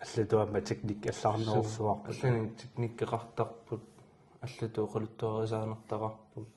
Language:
Kalaallisut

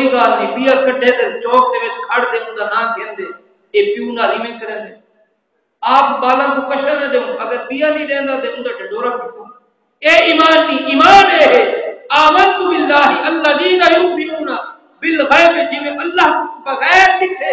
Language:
Saraiki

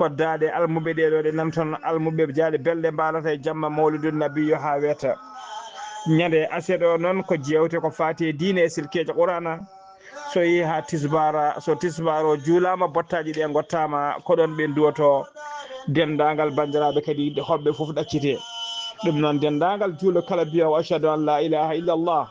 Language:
Fula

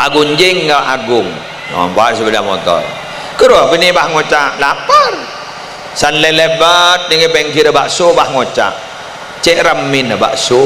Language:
Madurese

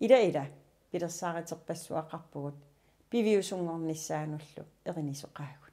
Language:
Kalaallisut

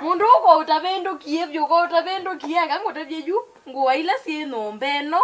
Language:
Kamba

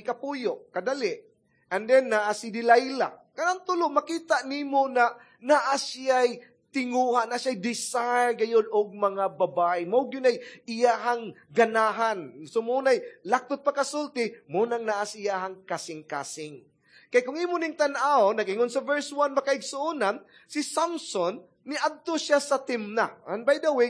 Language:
Cebuano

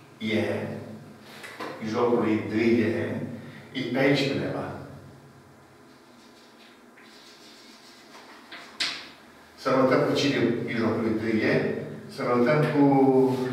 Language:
Romanian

